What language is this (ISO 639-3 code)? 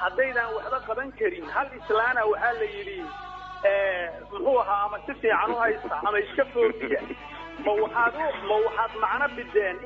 som